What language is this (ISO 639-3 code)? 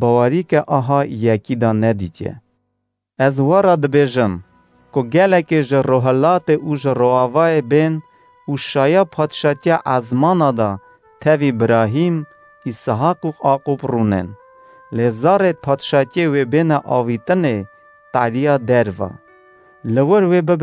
kur